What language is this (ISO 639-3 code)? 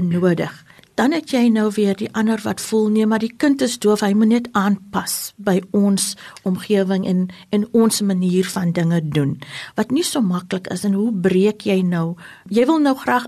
afr